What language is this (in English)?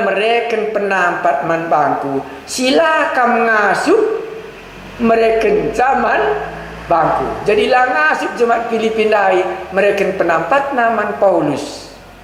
Batak Karo